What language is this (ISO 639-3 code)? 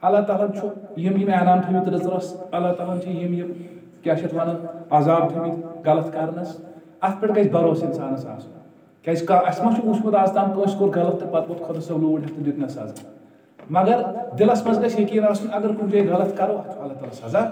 kas